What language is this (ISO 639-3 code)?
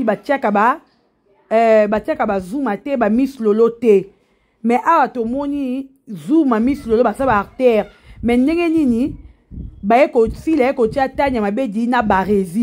lin